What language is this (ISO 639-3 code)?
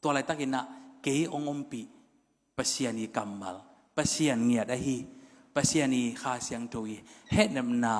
ctd